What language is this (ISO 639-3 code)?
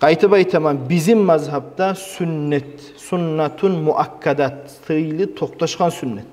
kum